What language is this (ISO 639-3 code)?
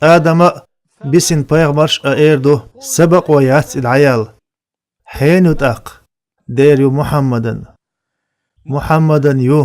che